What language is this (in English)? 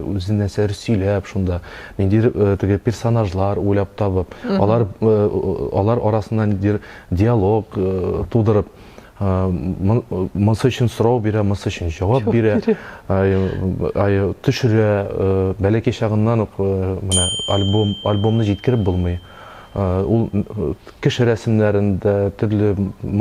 Tatar